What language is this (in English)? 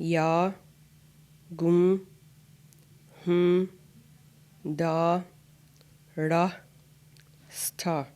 Mohawk